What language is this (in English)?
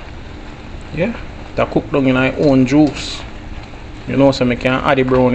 Jamaican Creole English